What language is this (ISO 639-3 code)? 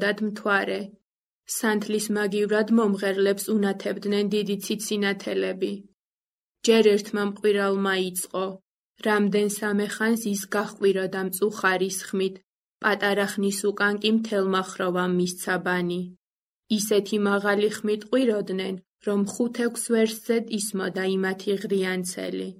kat